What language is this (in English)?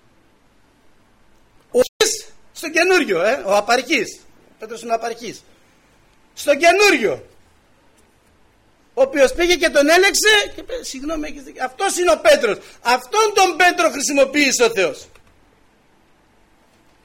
Greek